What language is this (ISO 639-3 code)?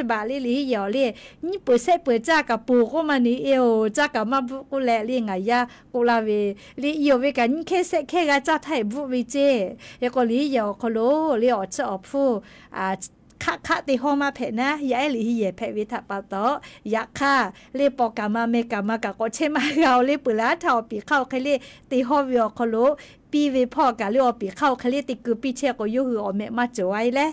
lhu